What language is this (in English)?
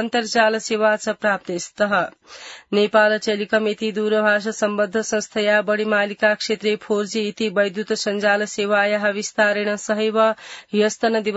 Sanskrit